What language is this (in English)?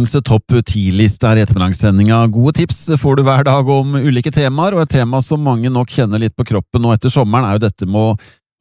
Norwegian